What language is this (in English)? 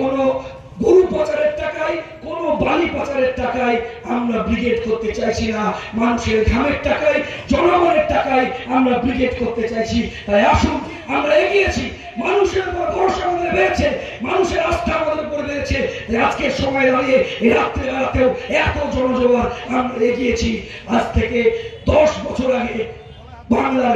Bangla